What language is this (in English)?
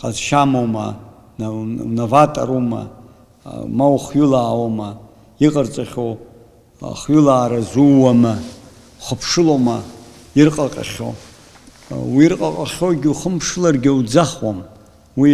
Abkhazian